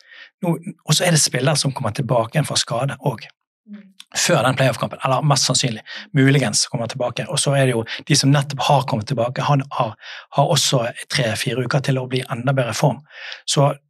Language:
Norwegian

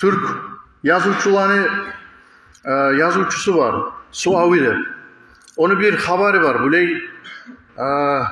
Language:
Kumyk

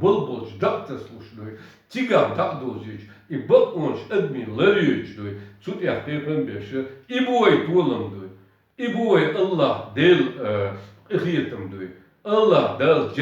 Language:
Chechen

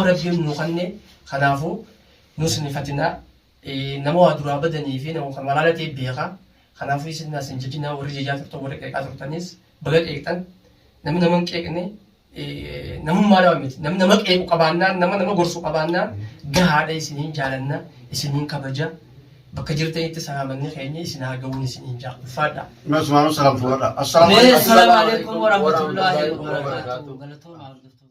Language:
Oromo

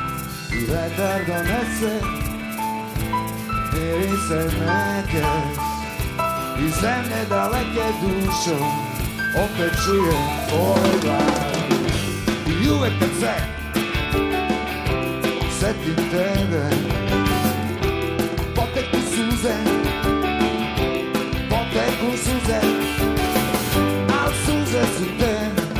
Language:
Serbian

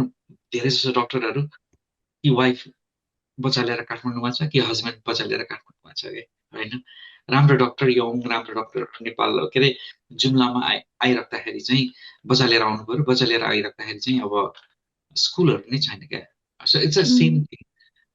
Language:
Nepali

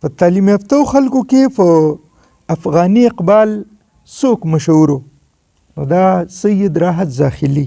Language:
Pashto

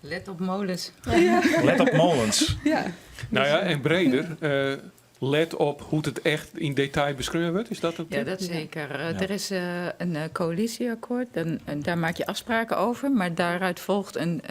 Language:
Western Frisian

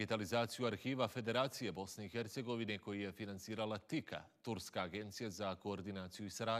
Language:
Bosnian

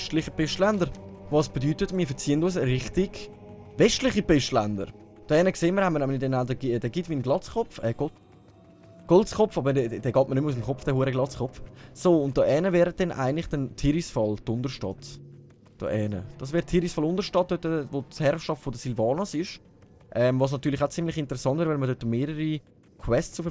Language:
Swiss German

